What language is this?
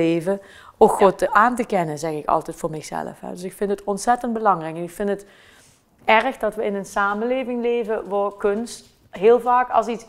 Limburgish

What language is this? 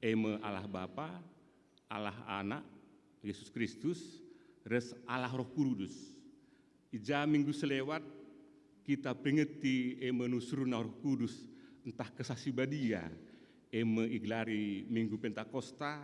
Batak Karo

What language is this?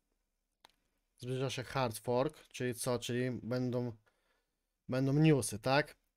Polish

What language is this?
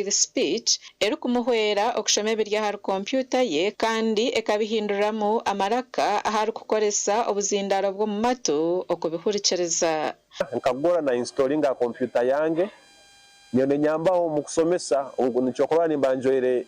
Nyankole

